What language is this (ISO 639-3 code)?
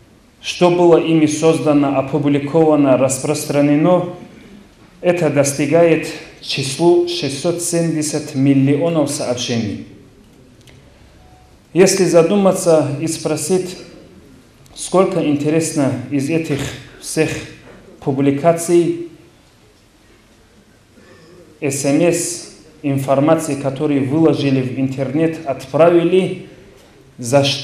rus